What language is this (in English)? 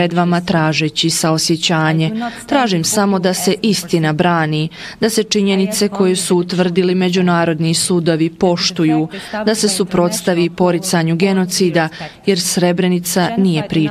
Bosnian